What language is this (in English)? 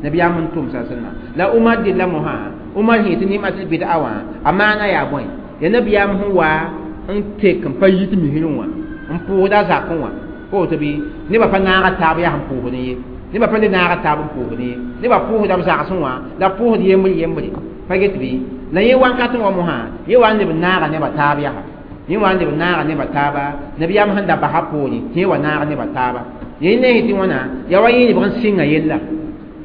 Mossi